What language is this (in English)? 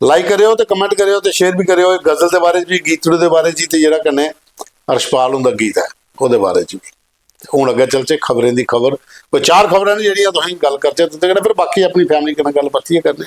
Dogri